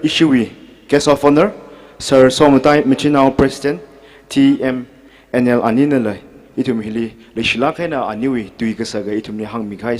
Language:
Tangkhul Naga (India)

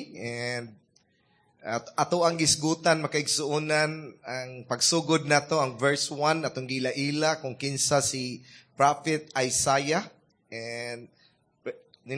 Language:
Cebuano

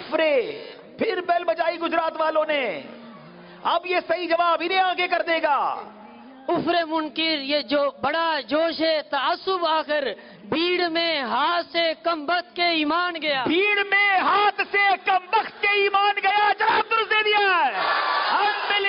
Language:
Urdu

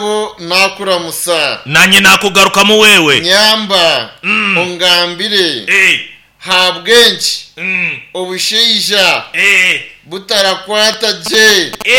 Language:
Nyankole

